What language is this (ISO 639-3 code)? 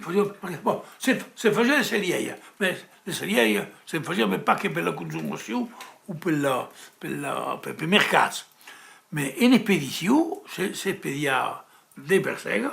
oci